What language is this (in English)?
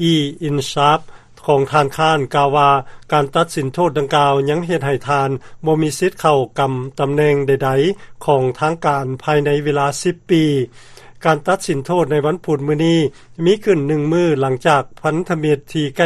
Lao